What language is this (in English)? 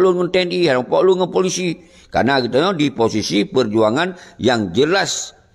Achinese